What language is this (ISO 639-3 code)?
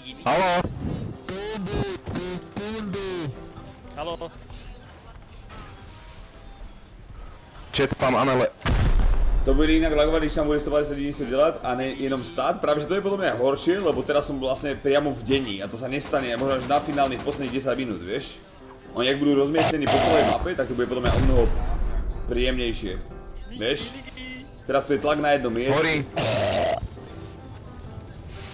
slk